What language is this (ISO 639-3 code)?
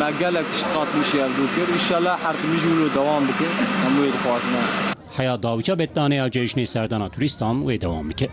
kur